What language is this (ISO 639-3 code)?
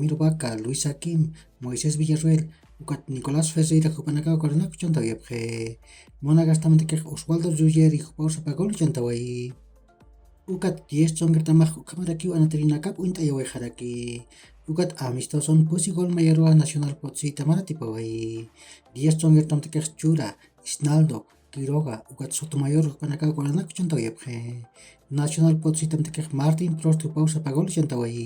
aym